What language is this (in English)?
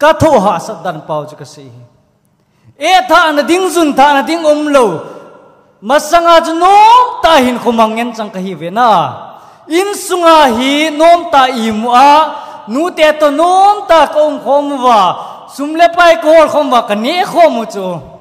Thado Chin